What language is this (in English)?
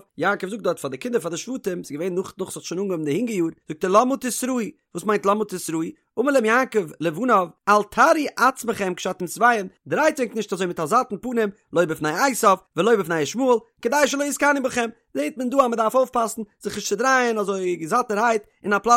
Yiddish